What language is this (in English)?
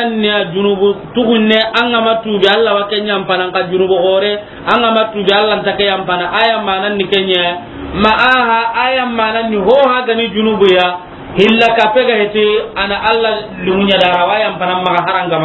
Soninke